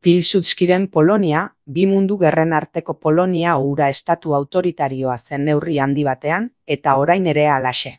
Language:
Basque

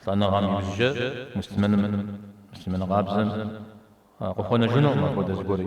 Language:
Kabardian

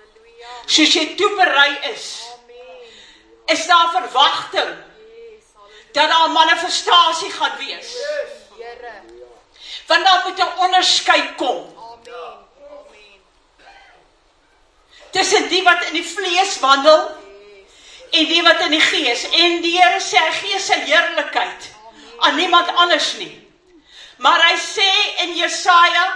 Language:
Afrikaans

